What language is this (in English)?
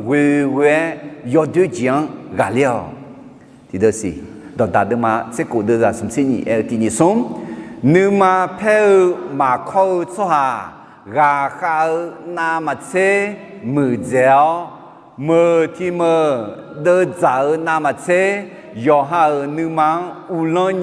Akha